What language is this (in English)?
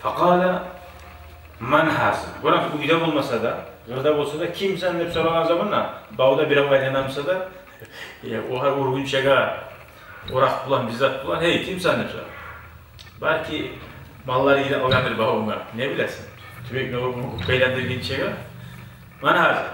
Kumyk